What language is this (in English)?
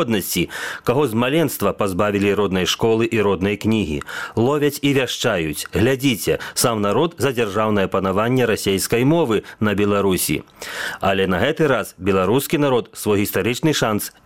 Belarusian